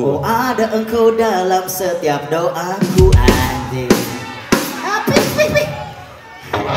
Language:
Indonesian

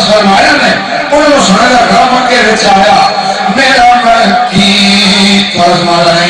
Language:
Saraiki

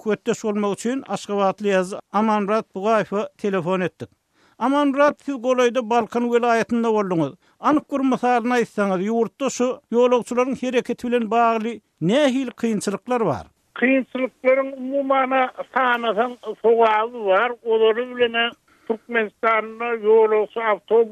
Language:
Turkmen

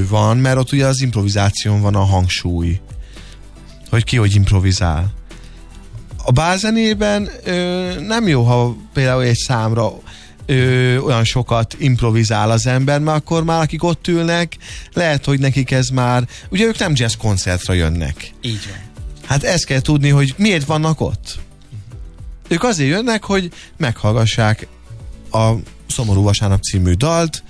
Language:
Hungarian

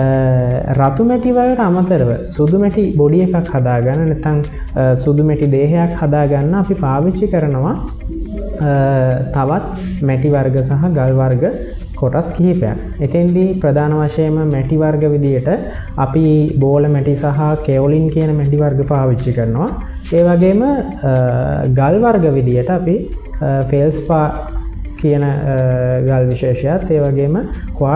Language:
Sinhala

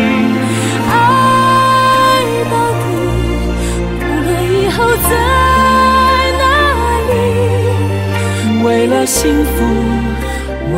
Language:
Chinese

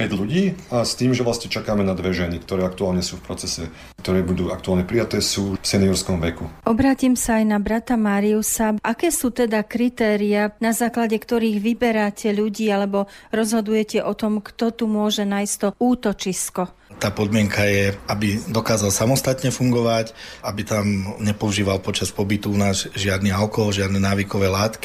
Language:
Slovak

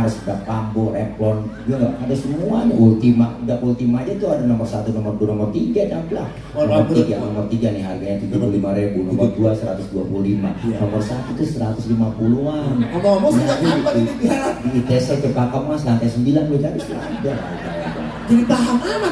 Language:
Betawi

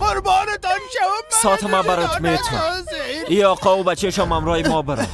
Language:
Persian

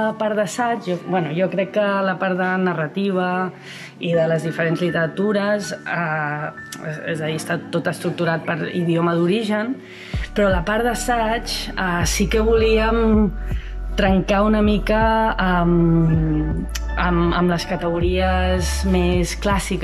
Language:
Catalan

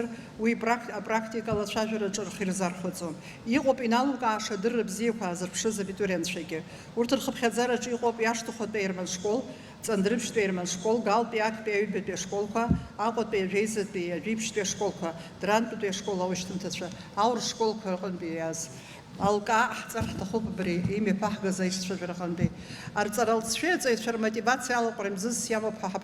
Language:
Abkhazian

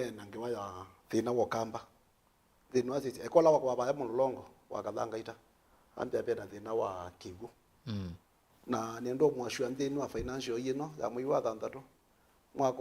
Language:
Kamba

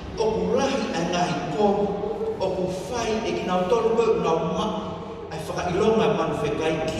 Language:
Tongan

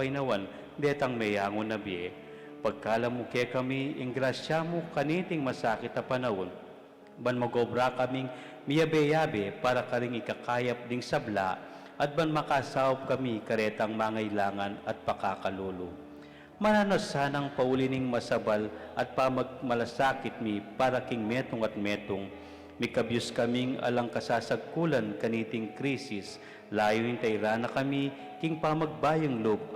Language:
Pampanga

